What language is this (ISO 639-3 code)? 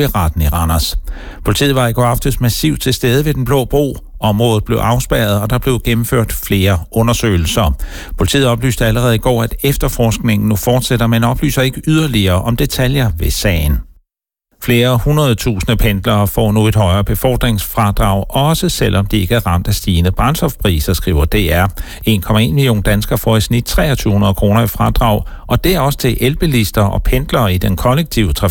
dan